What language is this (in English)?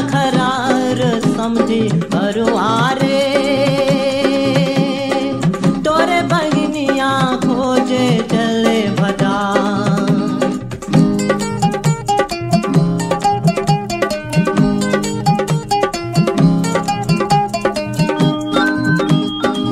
Bhojpuri